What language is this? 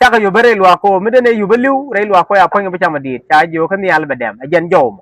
Nuer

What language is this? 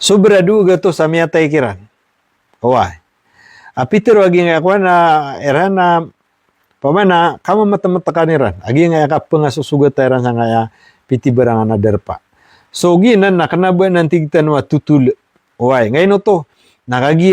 Maranao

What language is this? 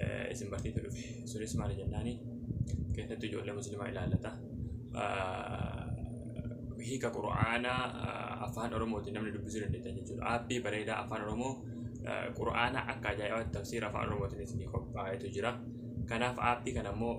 Oromo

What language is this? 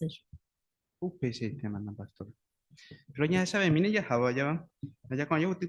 Guarani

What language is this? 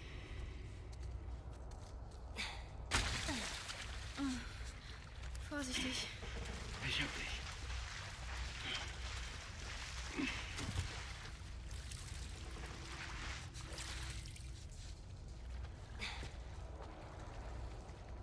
German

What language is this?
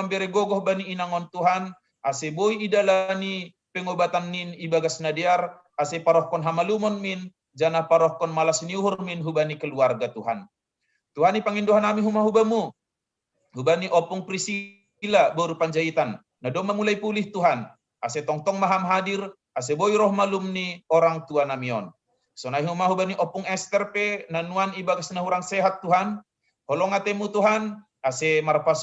Batak Simalungun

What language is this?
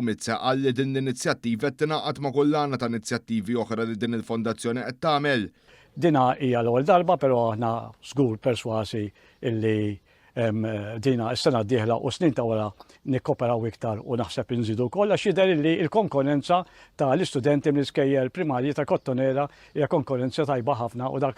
Maltese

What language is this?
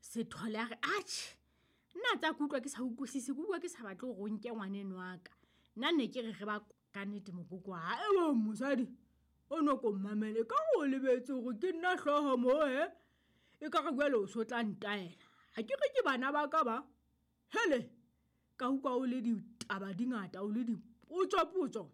Southern Sotho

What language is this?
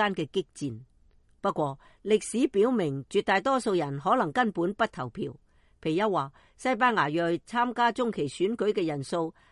Cantonese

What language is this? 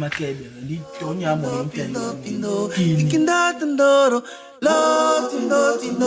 Basaa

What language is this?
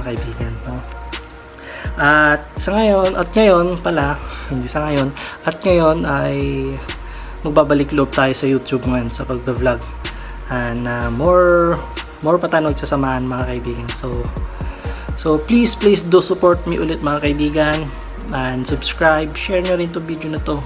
Filipino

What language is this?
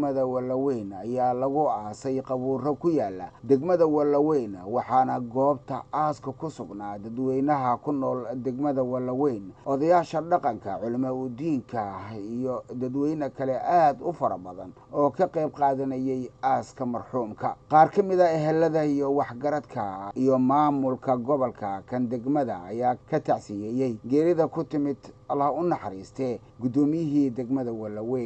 Somali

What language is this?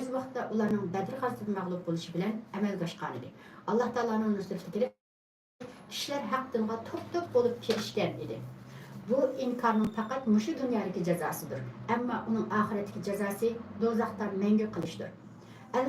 Uyghur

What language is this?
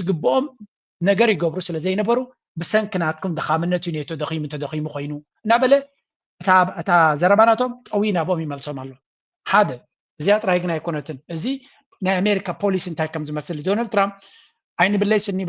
Tigrinya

